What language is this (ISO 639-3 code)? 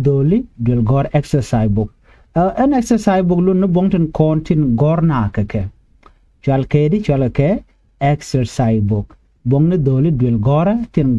nus